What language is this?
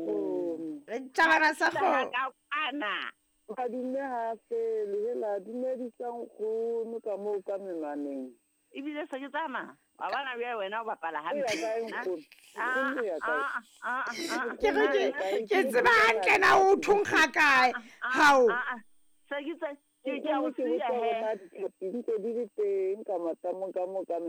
Southern Sotho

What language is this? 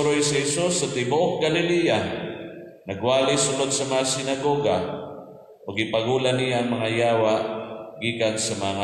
Cebuano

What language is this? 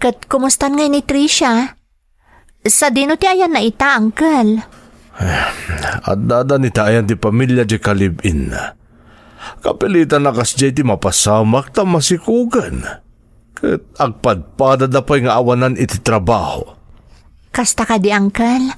Iloko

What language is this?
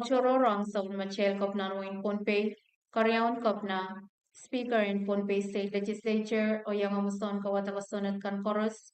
Pohnpeian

